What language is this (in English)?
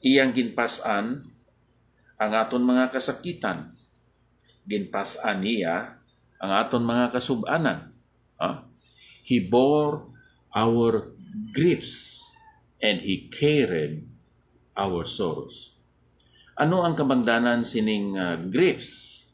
Hiligaynon